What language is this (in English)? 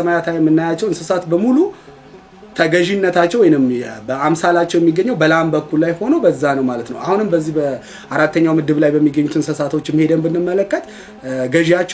Amharic